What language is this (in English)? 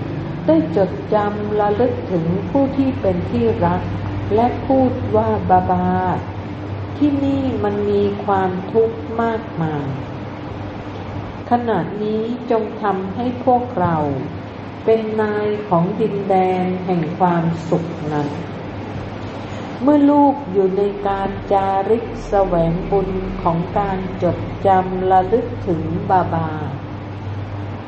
Thai